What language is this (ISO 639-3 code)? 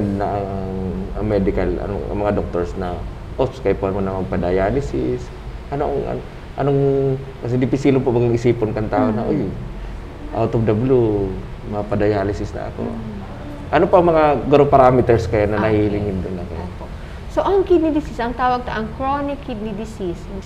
bik